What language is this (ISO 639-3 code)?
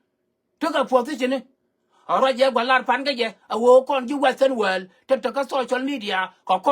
nus